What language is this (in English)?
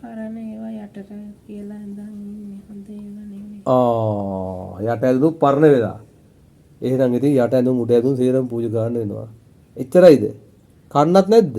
Sinhala